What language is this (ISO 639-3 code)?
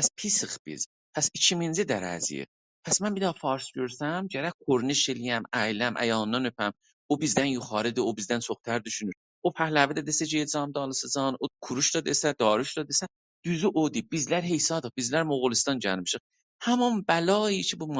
azb